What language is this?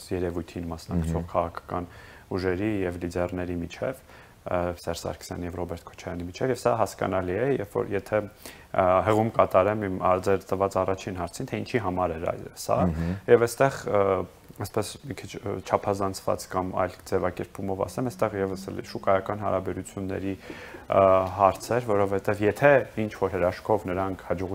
Armenian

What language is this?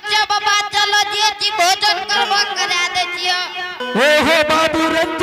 Angika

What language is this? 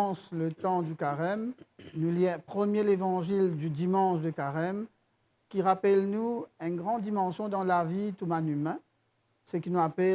Morisyen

